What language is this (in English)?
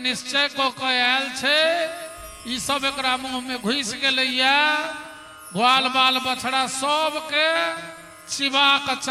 Maithili